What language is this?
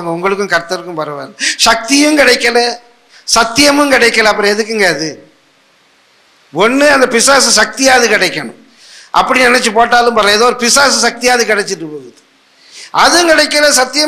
Tamil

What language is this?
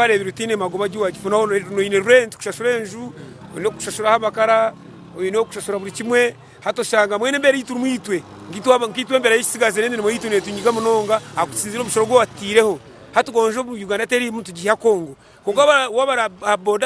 Nyankole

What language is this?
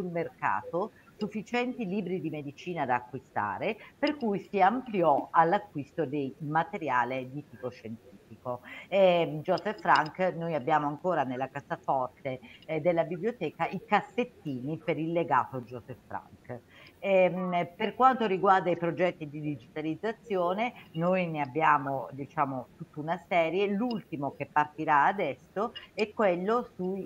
Italian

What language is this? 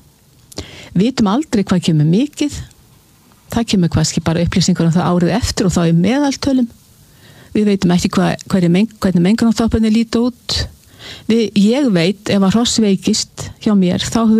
Icelandic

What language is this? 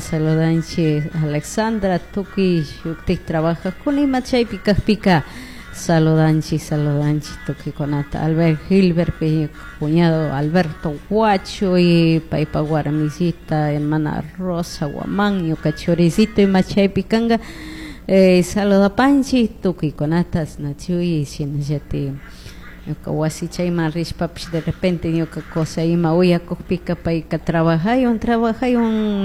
Chimborazo Highland Quichua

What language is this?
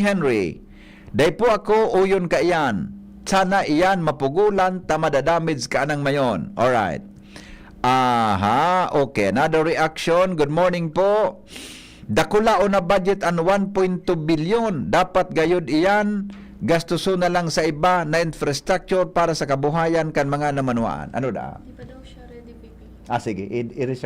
Bikol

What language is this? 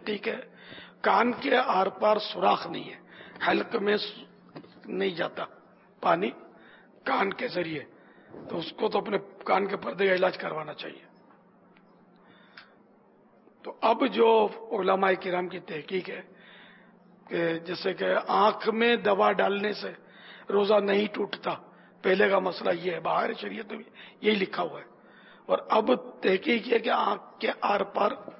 Urdu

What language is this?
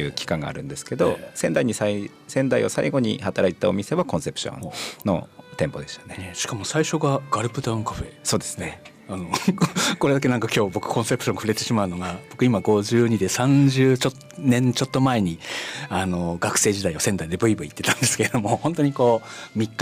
Japanese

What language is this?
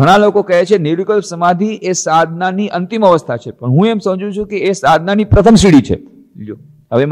Gujarati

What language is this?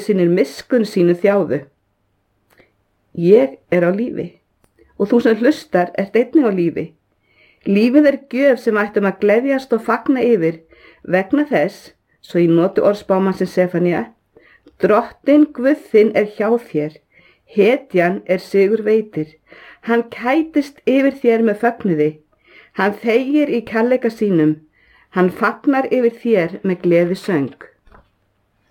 Icelandic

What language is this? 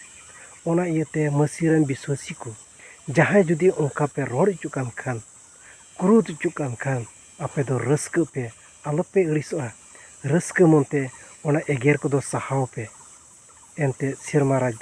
Santali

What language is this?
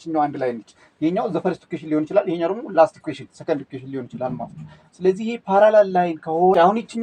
Amharic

